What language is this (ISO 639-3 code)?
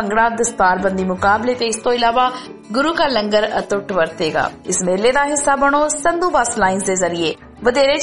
pan